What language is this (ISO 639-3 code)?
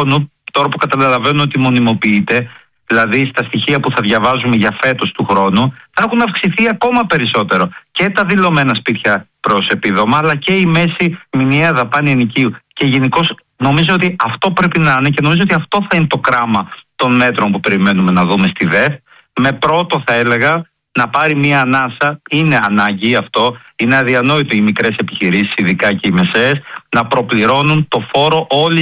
ell